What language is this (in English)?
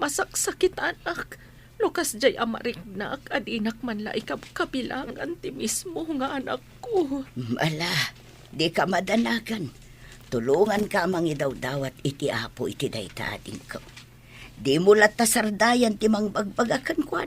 Iloko